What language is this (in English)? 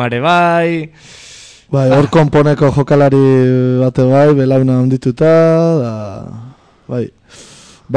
Basque